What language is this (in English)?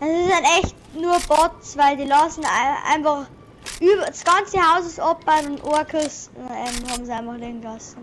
Bavarian